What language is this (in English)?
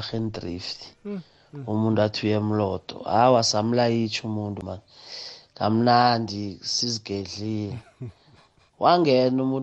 South Ndebele